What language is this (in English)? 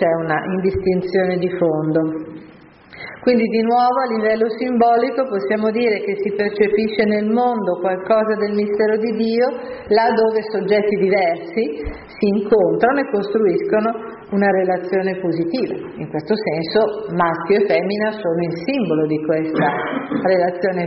Italian